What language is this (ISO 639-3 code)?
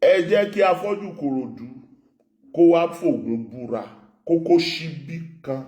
yor